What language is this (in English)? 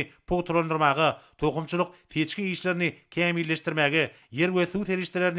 Turkmen